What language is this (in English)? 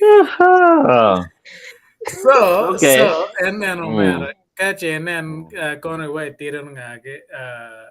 Acoli